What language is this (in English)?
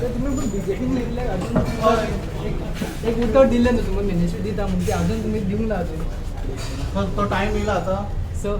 Konkani